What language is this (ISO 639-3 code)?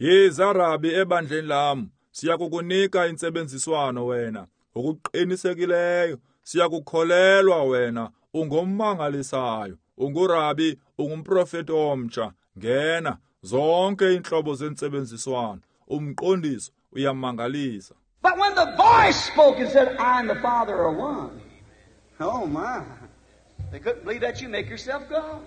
xho